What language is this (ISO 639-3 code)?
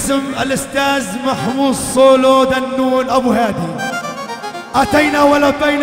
ara